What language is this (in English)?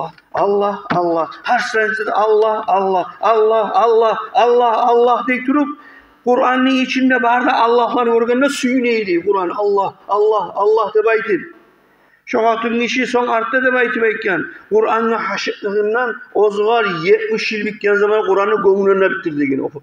Kumyk